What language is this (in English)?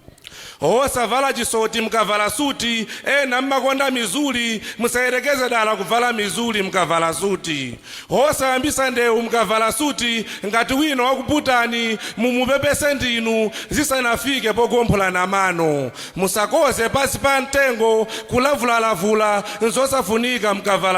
Nyanja